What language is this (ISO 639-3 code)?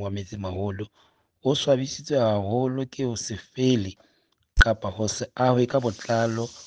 sot